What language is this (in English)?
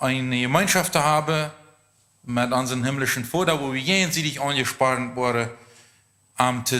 Plautdietsch